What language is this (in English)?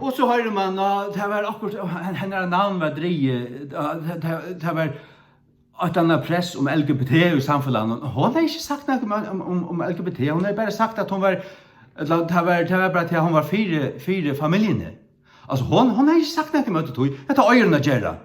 Faroese